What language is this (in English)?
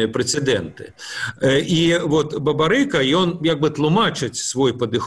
Belarusian